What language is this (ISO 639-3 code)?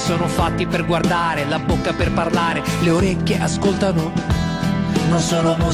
ita